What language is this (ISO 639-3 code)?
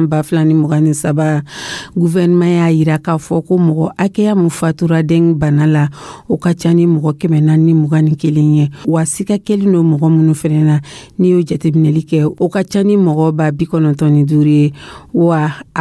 dyu